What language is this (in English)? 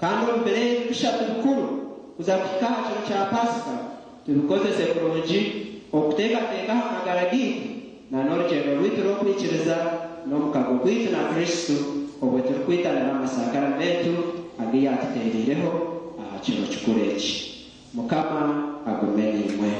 Nyankole